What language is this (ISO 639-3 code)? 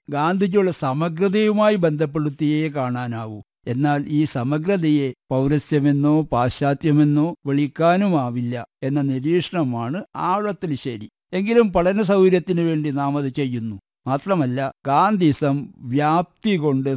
mal